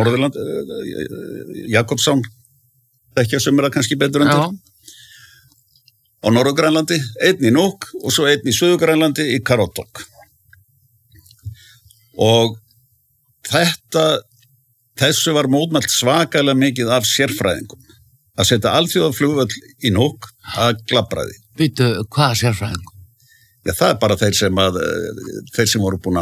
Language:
Icelandic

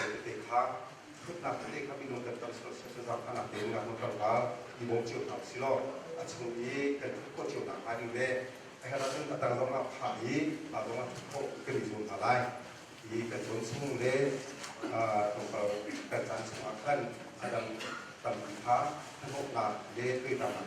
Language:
Hakha Chin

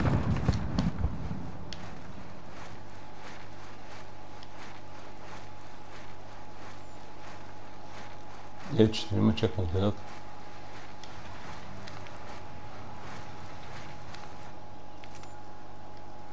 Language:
Bulgarian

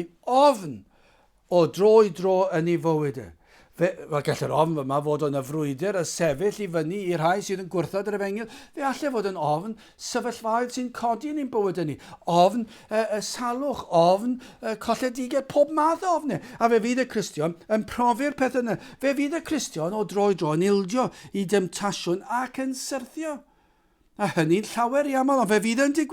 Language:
Welsh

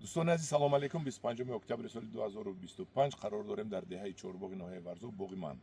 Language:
Tajik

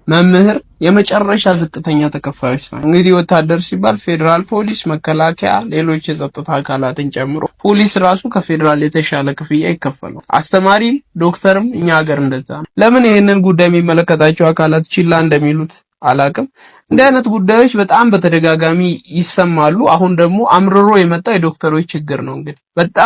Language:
Amharic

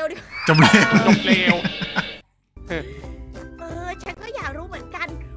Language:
Thai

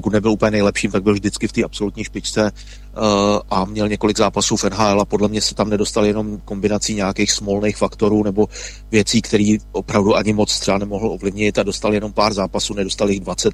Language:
Czech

